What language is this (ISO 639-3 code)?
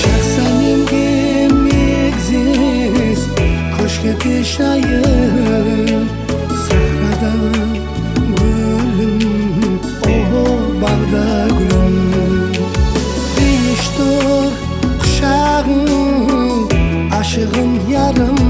kaa